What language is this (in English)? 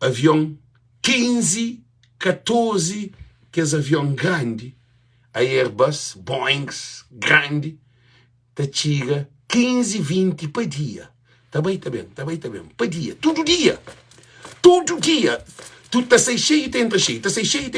Kabuverdianu